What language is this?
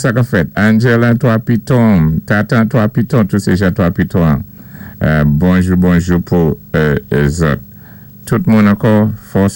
Saint Lucian Creole French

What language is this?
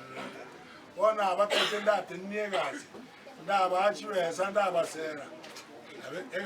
Gusii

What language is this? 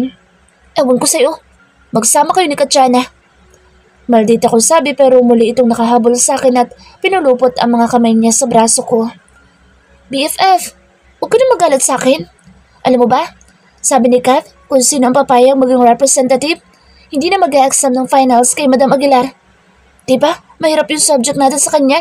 Filipino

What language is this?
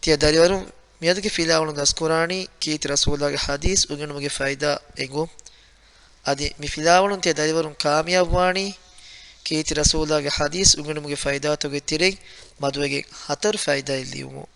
Divehi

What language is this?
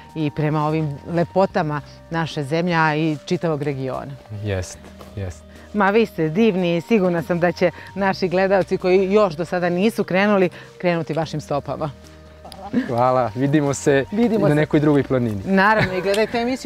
Serbian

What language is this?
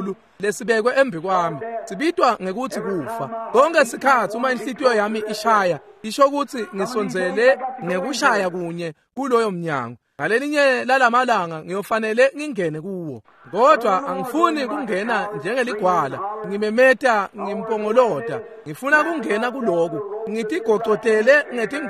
Swati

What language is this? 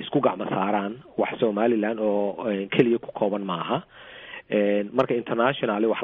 Somali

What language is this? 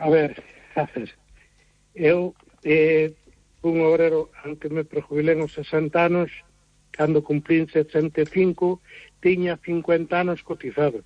Galician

